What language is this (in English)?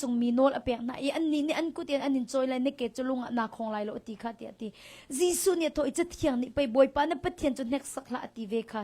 Hakha Chin